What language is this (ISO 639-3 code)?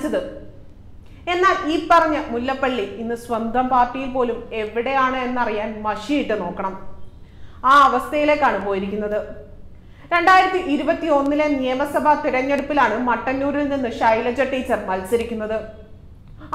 mal